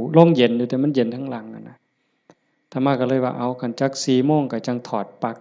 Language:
Lao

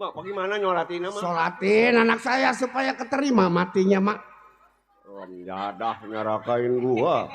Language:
Betawi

